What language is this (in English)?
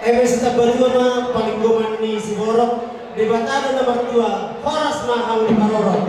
Batak Toba